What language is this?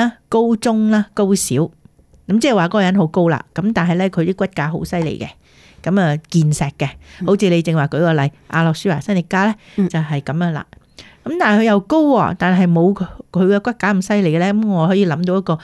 Cantonese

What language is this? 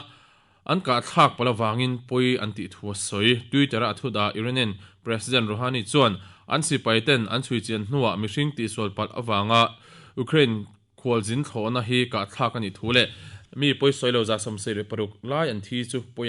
Mizo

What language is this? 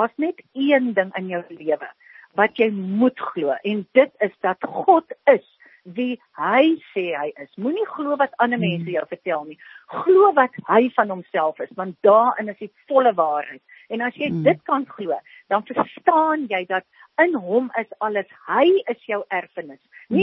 Afrikaans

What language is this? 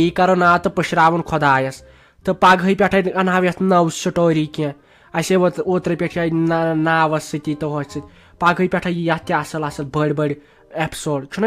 Kashmiri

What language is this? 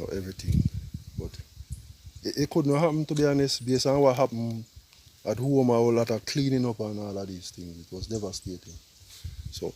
Jamaican Creole English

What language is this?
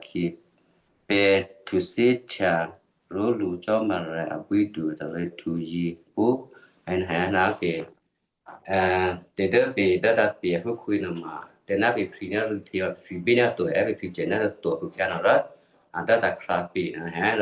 Western Kayah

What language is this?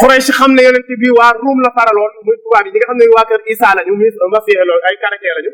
Wolof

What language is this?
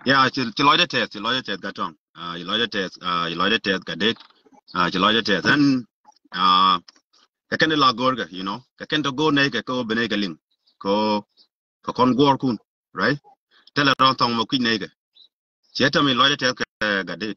Nuer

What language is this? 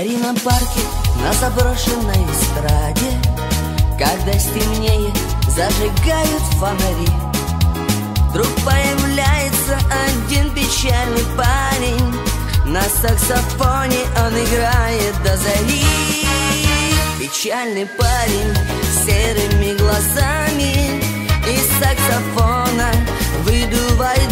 Russian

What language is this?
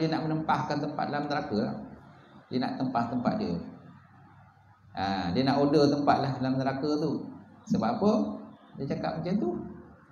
Malay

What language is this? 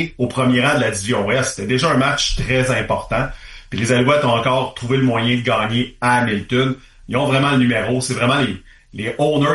French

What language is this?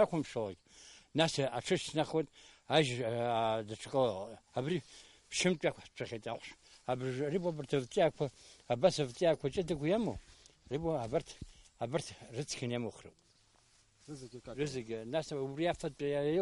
Abkhazian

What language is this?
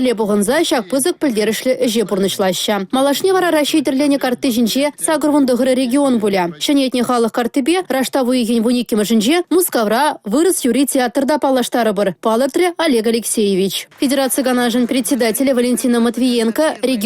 Chuvash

